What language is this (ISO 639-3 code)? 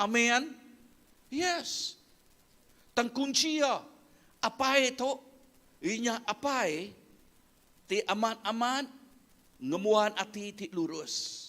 iba